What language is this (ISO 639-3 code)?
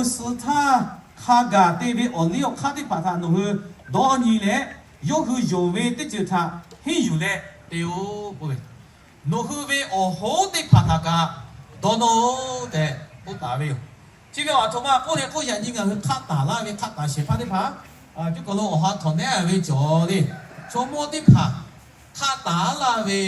lhu